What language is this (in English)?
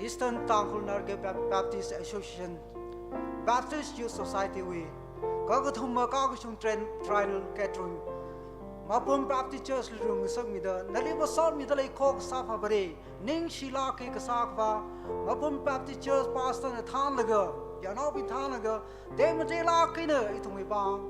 Tangkhul Naga (India)